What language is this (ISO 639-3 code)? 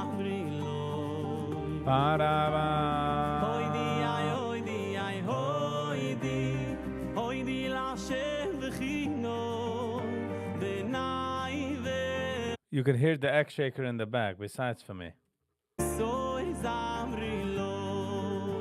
yid